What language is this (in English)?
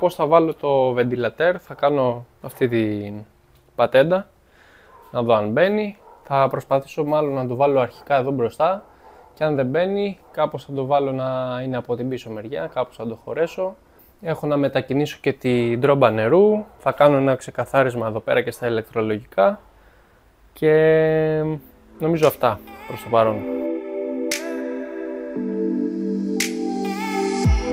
Greek